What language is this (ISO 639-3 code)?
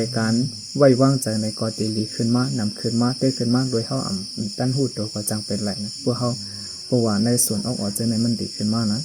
shn